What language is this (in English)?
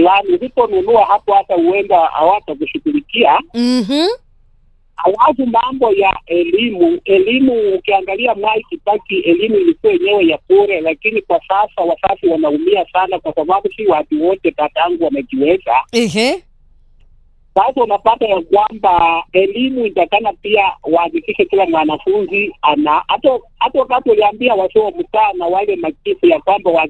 Swahili